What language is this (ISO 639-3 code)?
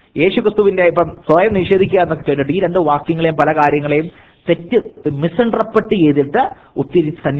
mal